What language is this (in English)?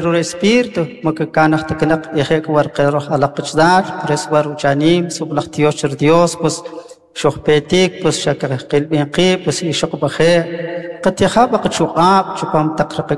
Kʼicheʼ